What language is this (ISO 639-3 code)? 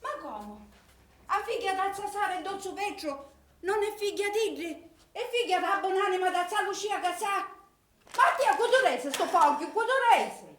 scn